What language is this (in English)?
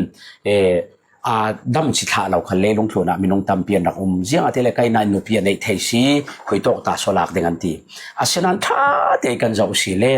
Falam Chin